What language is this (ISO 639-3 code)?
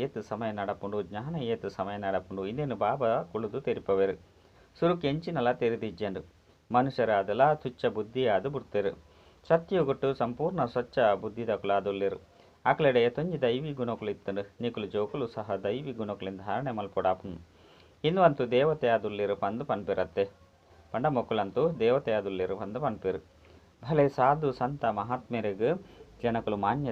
tcy